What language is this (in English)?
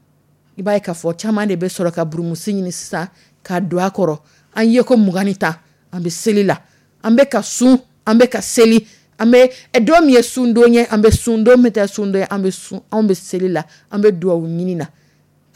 Dyula